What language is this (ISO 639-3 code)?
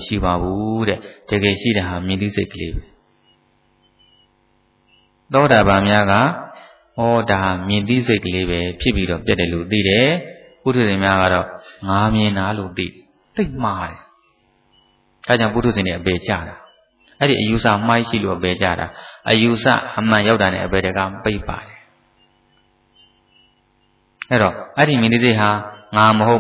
mya